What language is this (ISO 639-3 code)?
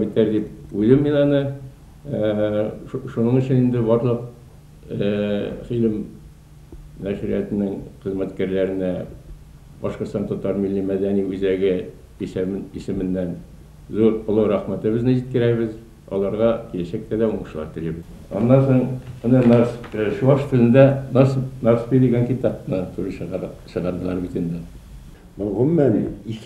bak